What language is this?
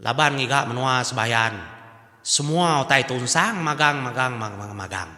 Iban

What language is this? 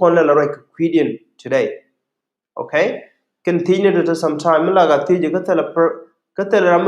Nuer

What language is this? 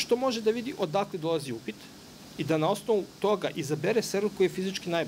Serbian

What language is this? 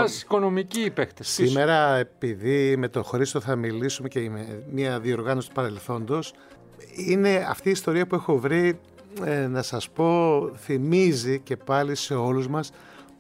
Greek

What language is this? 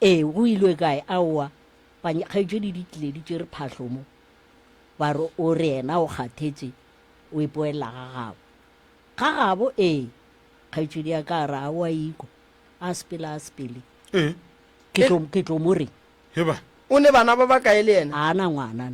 Northern Sotho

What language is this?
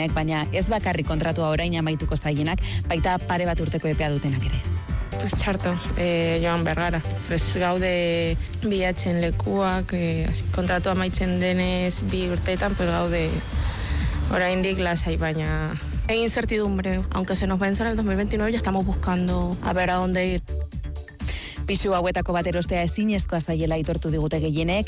Basque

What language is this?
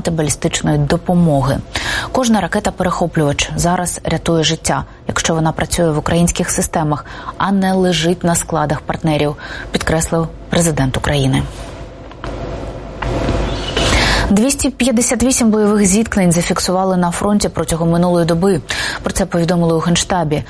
Ukrainian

